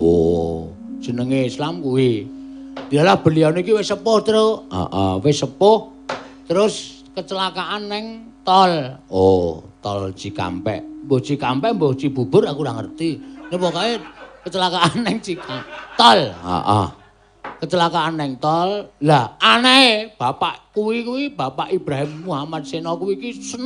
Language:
Javanese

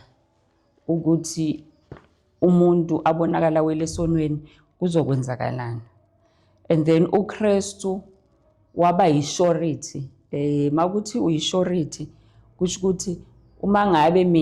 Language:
Zulu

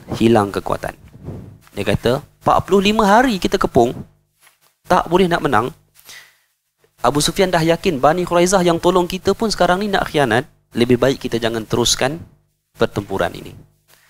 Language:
Malay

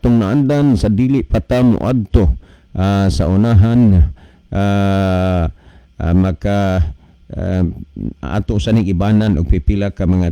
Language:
Cebuano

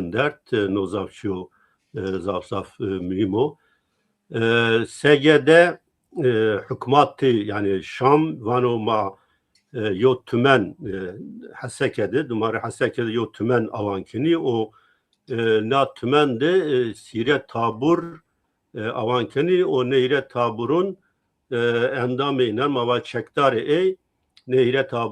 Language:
Zaza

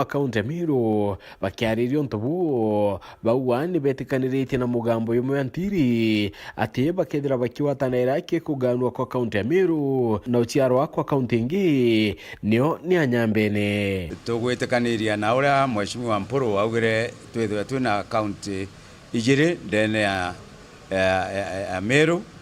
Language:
Meru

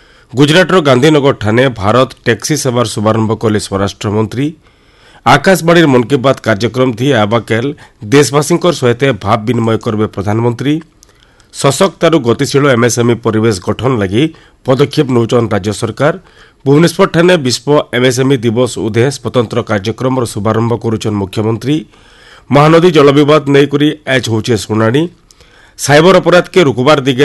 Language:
Odia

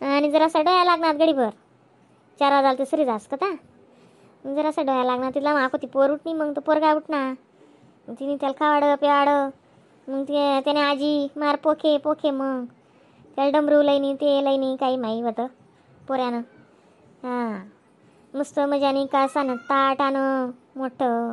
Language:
Khandesi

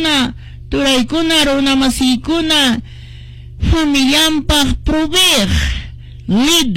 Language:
Quechua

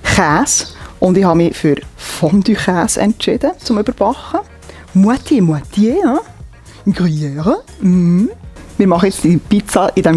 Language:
Swiss German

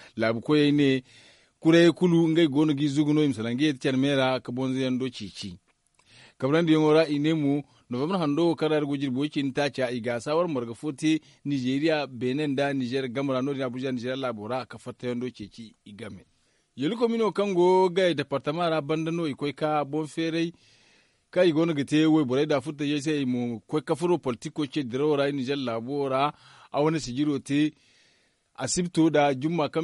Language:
Zarma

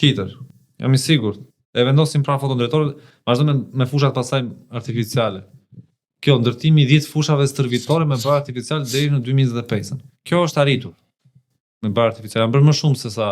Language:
Albanian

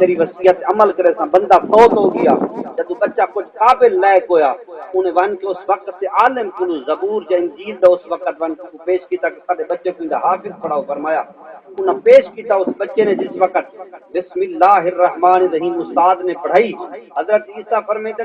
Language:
Saraiki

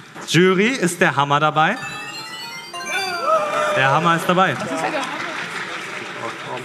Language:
German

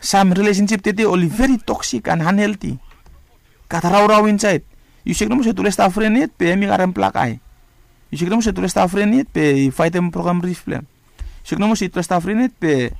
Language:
Bislama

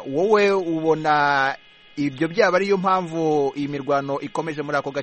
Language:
Kinyarwanda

